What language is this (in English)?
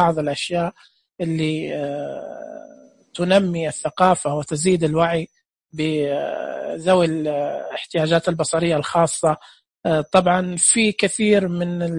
Najdi Arabic